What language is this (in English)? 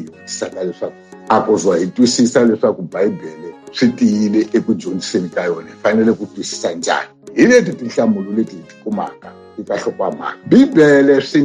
Tsonga